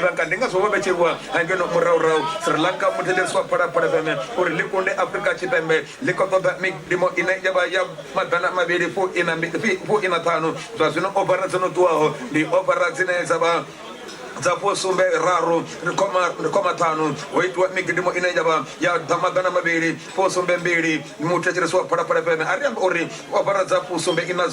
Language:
Venda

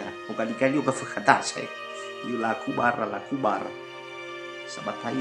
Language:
Nias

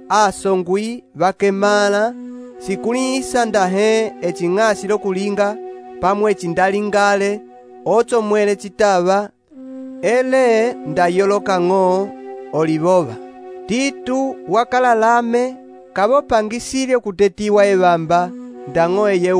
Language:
Umbundu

